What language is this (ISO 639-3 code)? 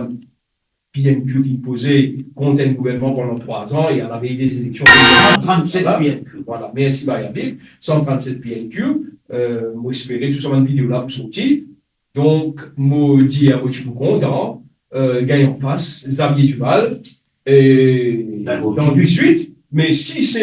mfe